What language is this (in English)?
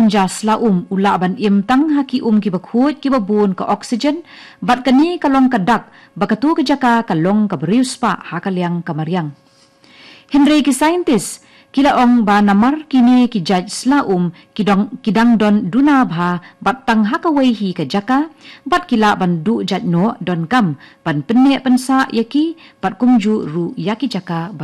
Khasi